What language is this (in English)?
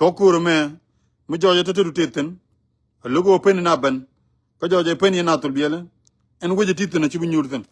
Nuer